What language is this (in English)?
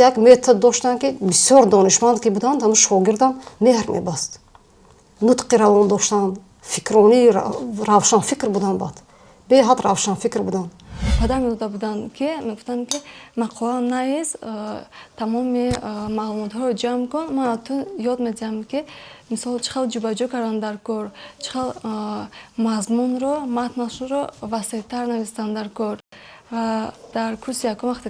Tajik